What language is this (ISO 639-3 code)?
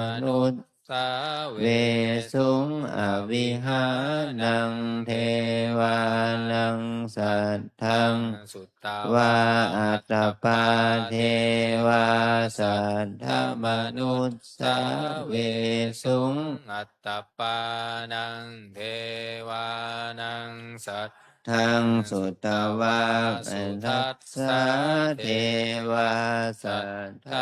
pli